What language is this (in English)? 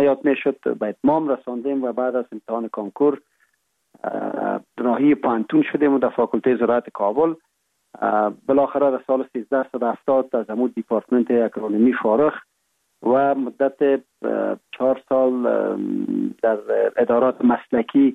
Persian